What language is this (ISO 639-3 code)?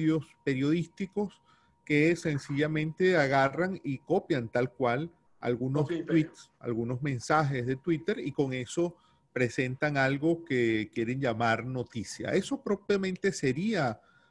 spa